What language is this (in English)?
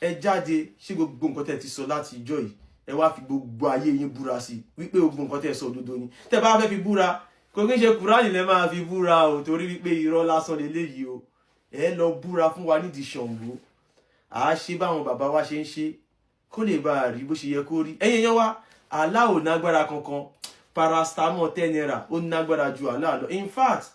Yoruba